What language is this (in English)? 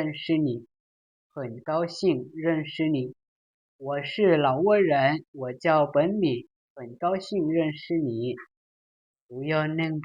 Hmong